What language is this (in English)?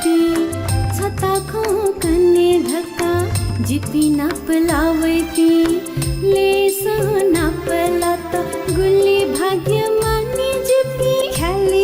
Newari